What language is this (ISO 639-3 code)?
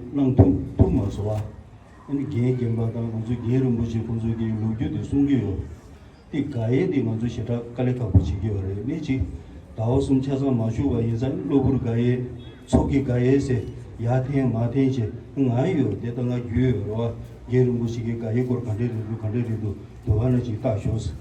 bod